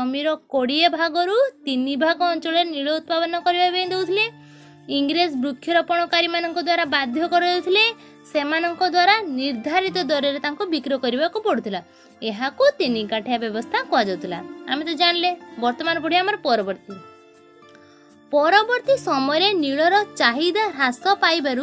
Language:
Odia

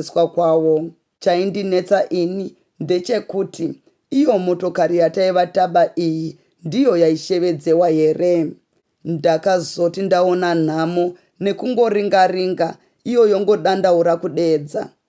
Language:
Shona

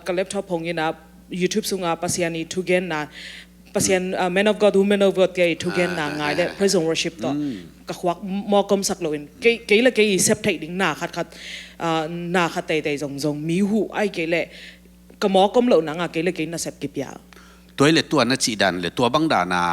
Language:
Tedim Chin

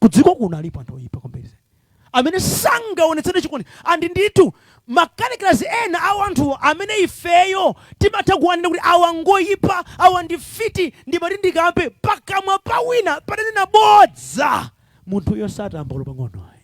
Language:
Nyanja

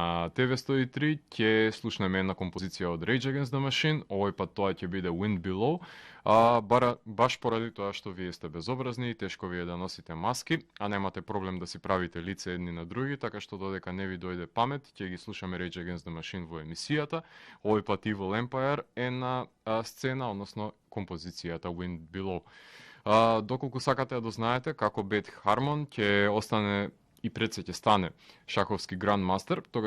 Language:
Macedonian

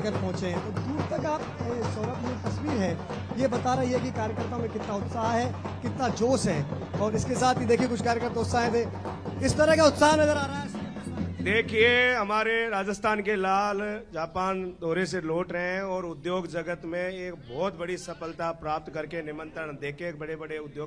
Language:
Hindi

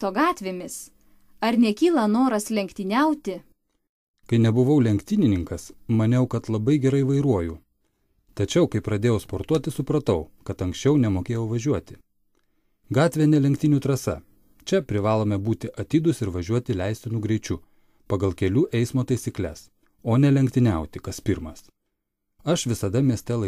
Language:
Lithuanian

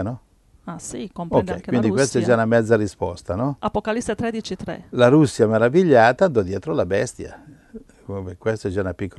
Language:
Italian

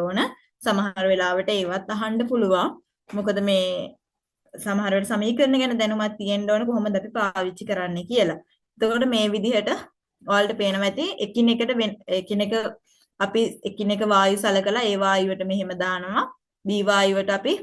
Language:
Sinhala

